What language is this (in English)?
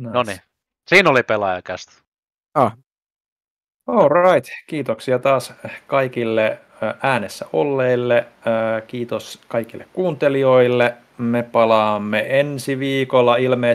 Finnish